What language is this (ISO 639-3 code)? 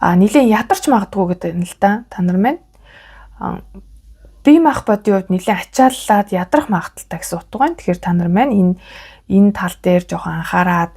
mon